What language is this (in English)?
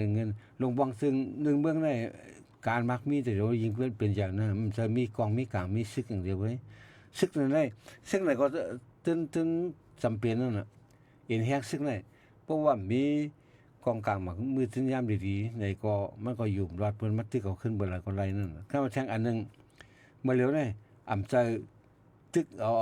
Shan